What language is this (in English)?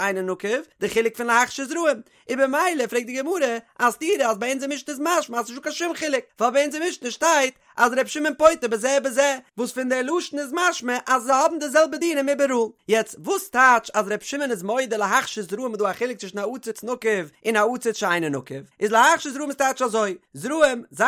Yiddish